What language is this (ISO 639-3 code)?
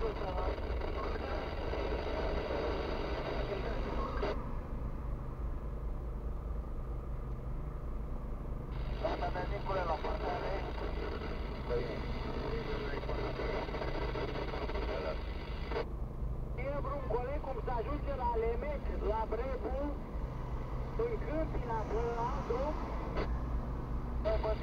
ron